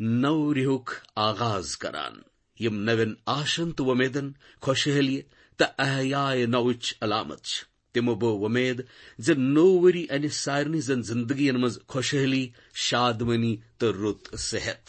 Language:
Kashmiri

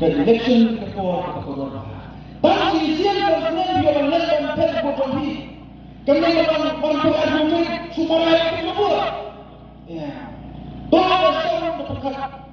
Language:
Khasi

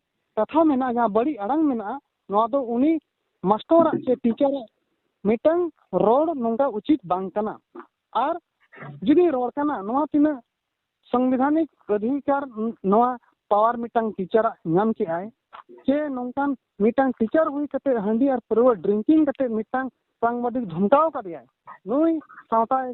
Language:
Santali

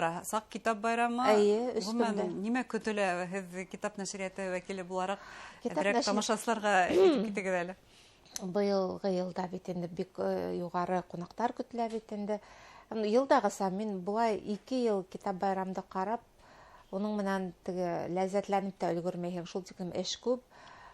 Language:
Bashkir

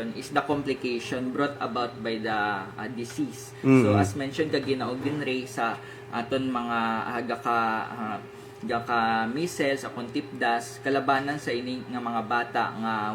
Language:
Hiligaynon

